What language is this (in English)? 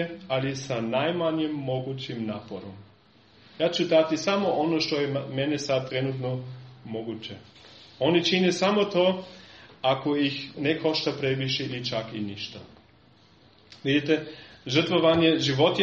Serbian